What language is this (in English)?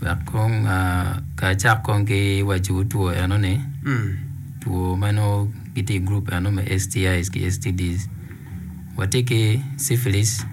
Acoli